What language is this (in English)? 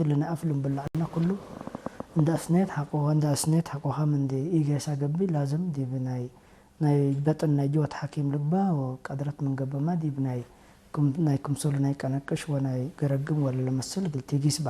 Tigre